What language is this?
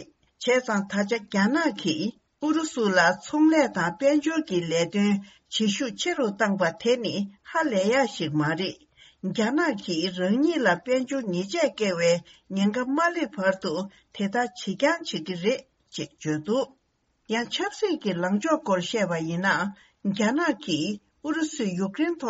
Tibetan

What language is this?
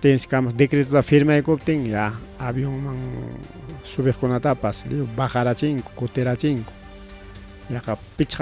Ayacucho Quechua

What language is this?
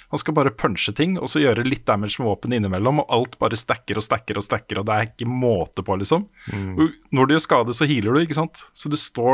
Norwegian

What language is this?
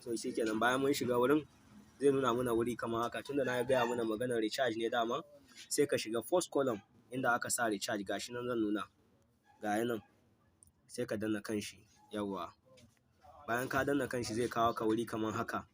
Hausa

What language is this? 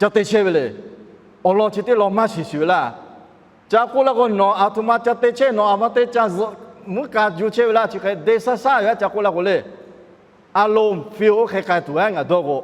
Lahu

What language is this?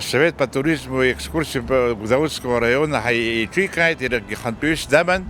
Abkhazian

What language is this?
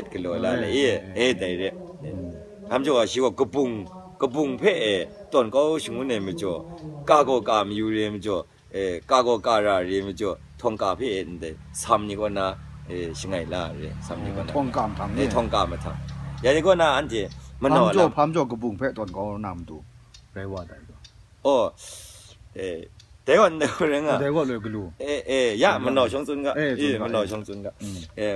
Kachin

